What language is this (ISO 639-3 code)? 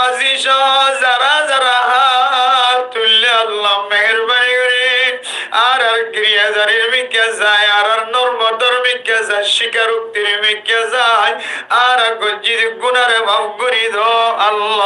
rhg